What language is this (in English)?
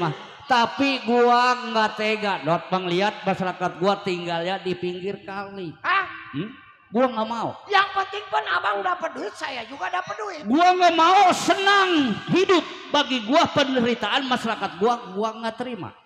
Betawi